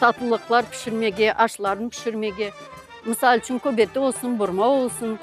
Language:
Crimean Tatar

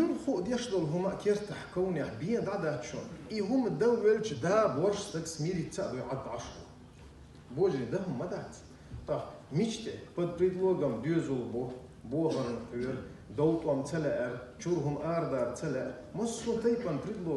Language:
Chechen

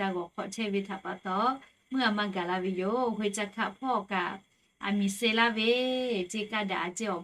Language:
Lahu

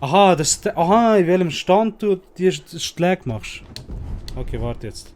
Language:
Swiss German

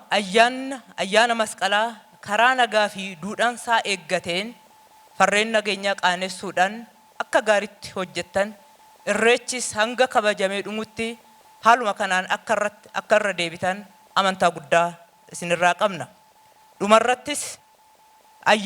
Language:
Oromo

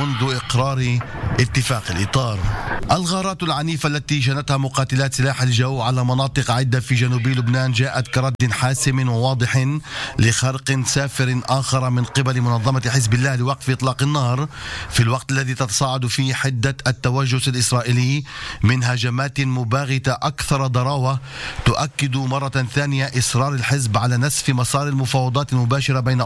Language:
Arabic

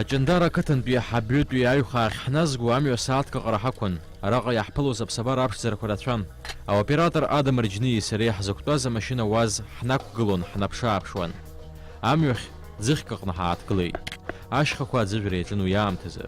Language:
Abkhazian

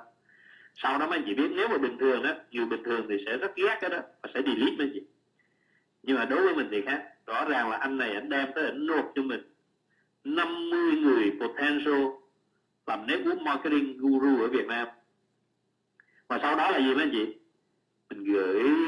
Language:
Vietnamese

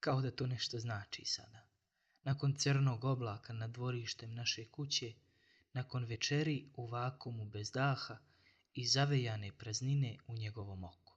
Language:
Bosnian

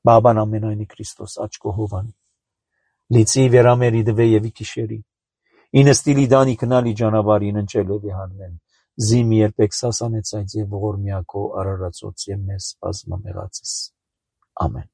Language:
Armenian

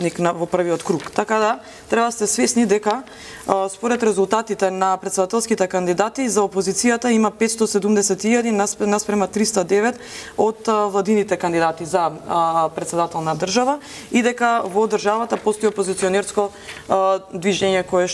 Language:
Macedonian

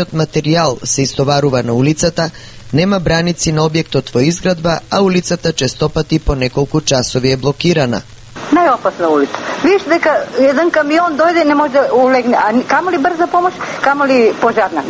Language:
Macedonian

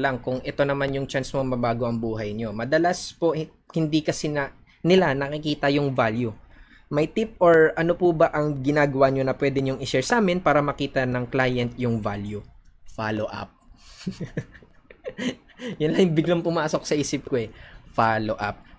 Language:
Filipino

